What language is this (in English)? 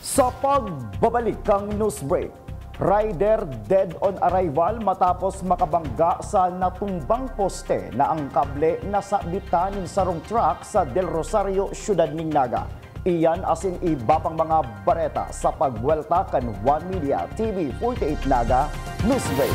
Bikol